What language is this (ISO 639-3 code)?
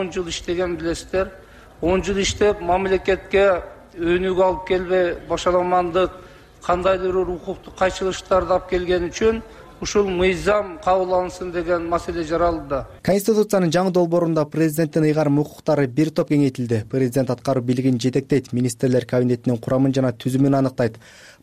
kir